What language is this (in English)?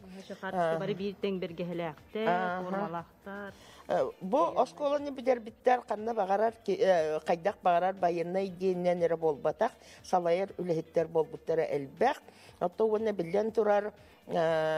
Yakut